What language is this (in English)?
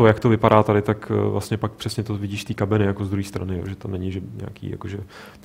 Czech